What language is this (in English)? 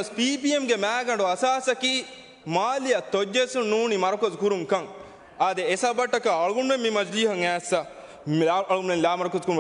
Divehi